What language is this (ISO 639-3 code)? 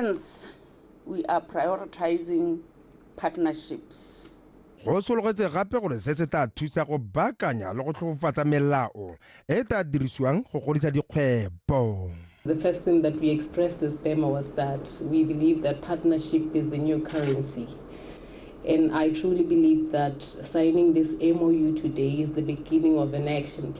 tsn